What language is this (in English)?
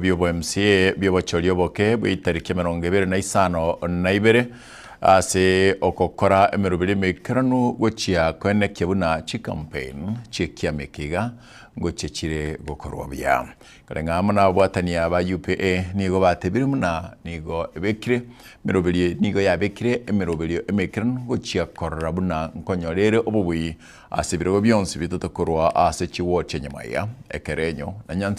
Gusii